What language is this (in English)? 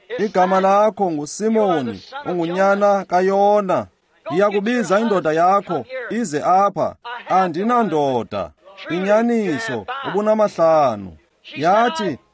Xhosa